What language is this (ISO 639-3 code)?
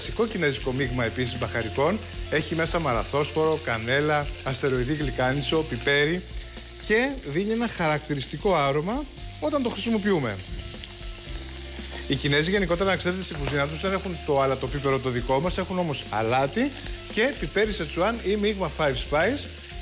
ell